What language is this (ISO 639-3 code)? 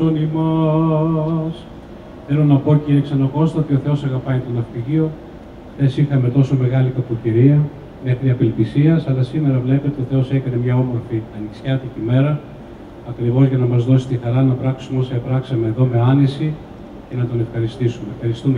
ell